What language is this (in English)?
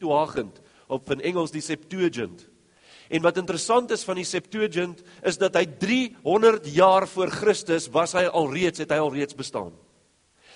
Afrikaans